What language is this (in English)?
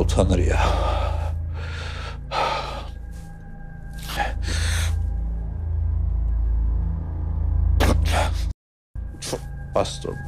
Turkish